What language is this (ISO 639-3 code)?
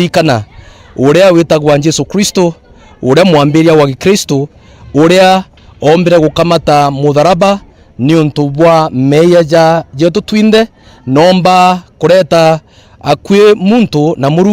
mer